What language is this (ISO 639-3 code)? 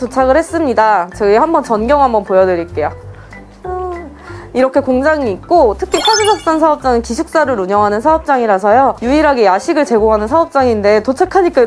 kor